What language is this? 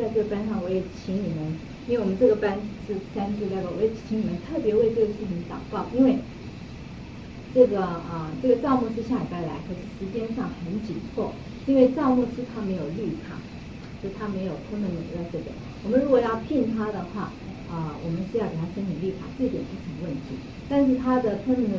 Chinese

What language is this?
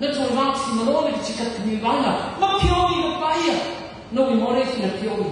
Tangkhul Naga (India)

